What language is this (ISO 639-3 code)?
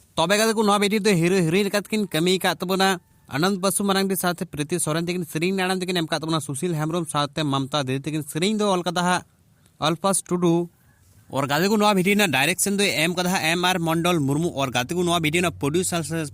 sat